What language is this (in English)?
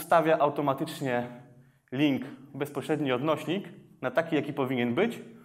Polish